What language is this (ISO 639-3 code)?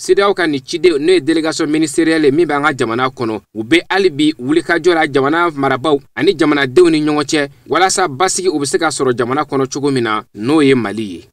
bam